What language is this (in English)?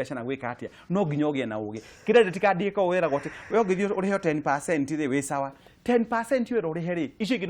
Kikuyu